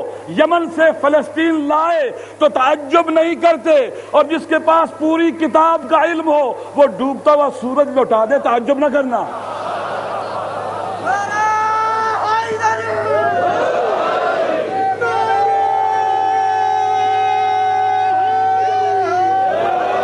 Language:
Urdu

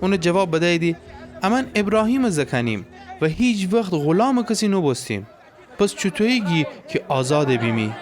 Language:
Gilaki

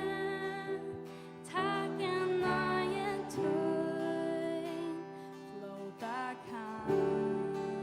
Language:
Faroese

